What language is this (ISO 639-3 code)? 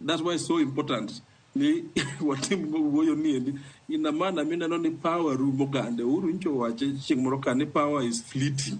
luo